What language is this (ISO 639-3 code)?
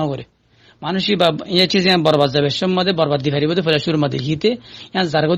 rhg